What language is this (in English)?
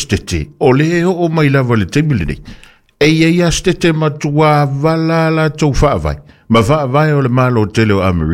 Samoan